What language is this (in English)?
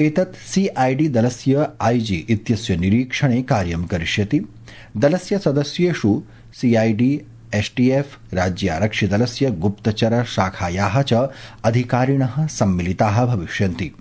Sanskrit